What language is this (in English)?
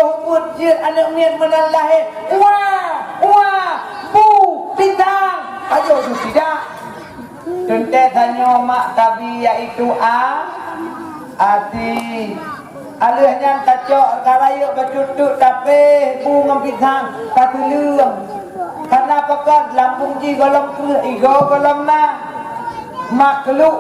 Achinese